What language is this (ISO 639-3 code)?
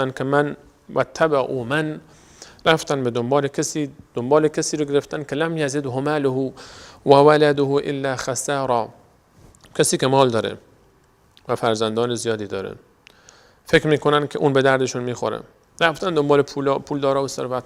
fas